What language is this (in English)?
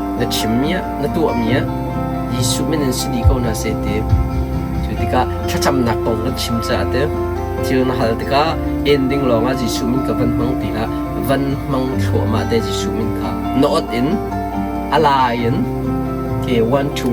Hakha Chin